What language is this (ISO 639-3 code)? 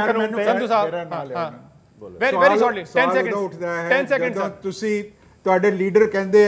pan